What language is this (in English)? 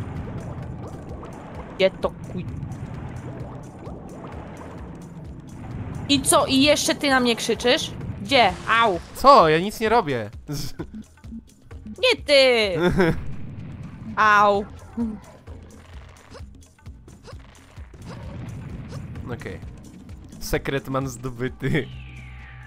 Polish